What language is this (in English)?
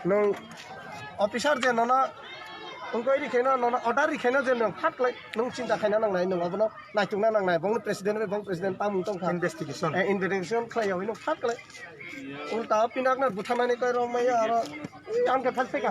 Kok Borok